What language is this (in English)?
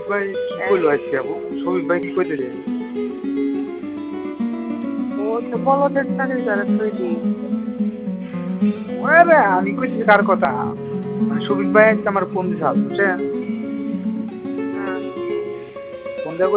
Bangla